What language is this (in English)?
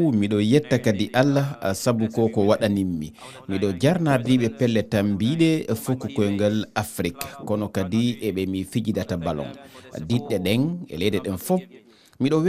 Fula